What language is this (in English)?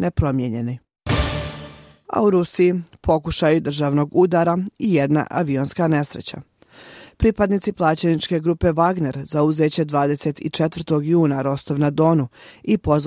Bosnian